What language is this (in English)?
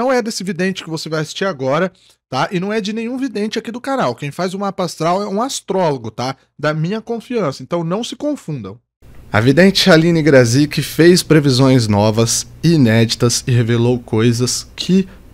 Portuguese